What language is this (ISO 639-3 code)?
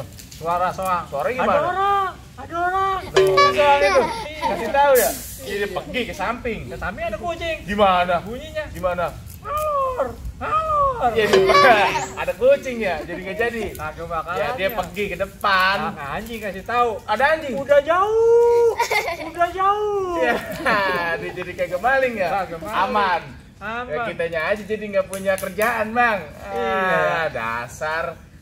bew